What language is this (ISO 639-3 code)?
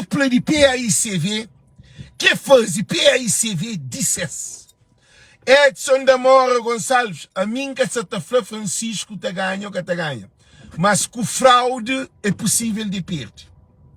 kea